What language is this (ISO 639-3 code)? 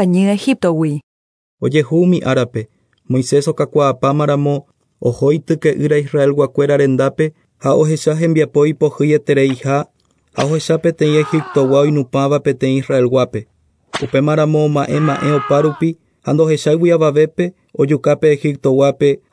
grn